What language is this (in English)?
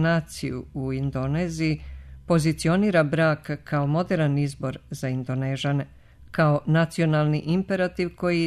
Serbian